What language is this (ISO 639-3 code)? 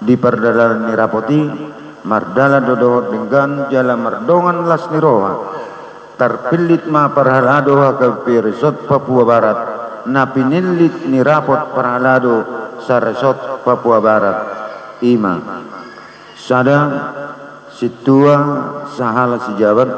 bbc